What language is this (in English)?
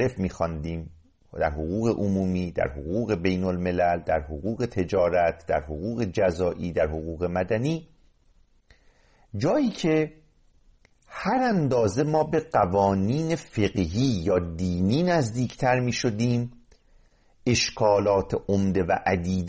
Persian